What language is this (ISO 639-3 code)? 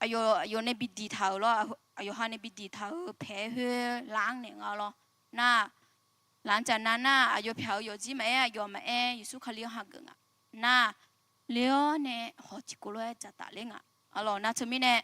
ahk